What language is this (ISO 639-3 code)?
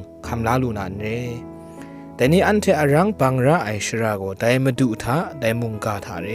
kac